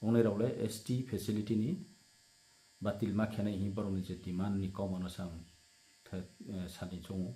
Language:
Riang (India)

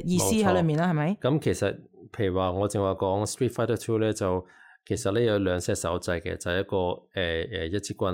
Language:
Cantonese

